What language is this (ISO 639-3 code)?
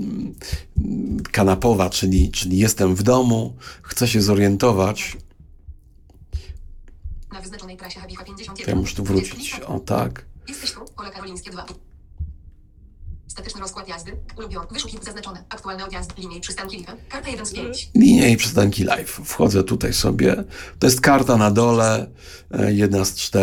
pol